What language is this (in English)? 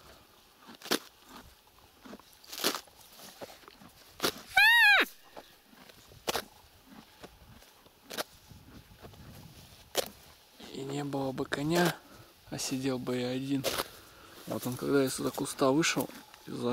Russian